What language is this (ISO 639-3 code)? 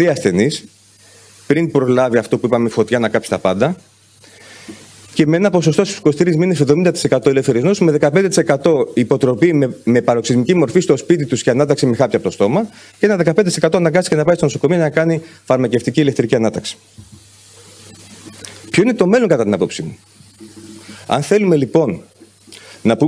ell